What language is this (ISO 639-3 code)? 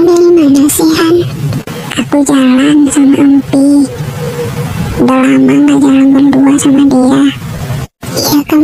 ind